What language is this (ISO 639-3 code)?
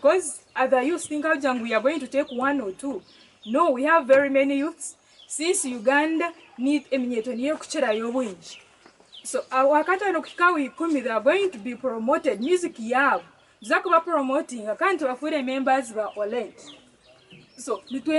nyn